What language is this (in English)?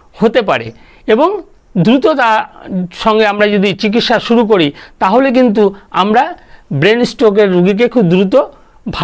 Bangla